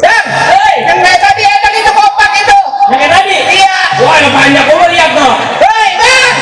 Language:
Betawi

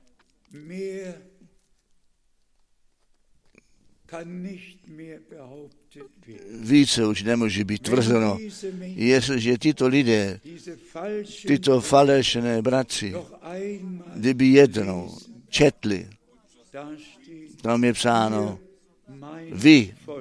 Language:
Czech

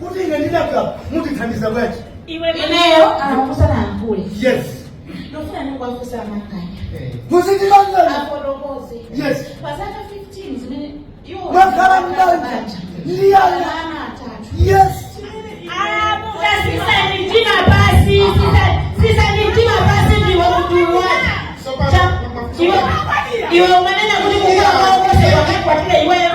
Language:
Nyanja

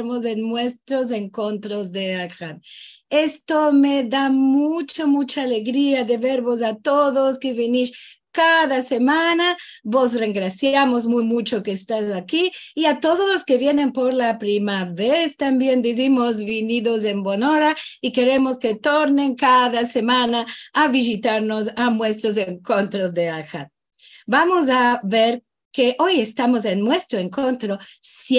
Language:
Ladino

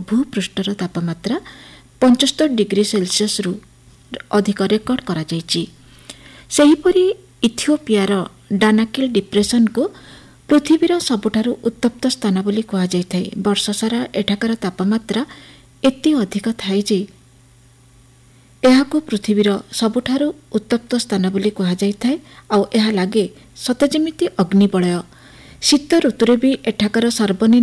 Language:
Odia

